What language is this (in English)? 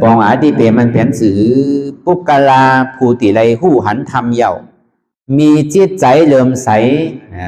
Shan